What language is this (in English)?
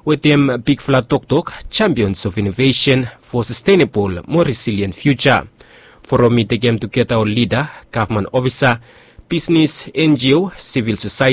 Bislama